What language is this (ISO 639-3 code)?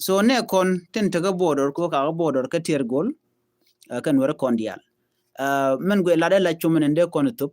nus